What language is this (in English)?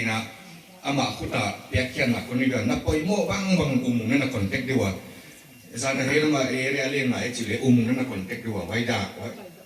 Paite Chin